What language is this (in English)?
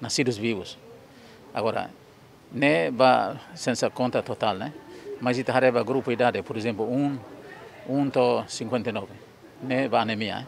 Tetum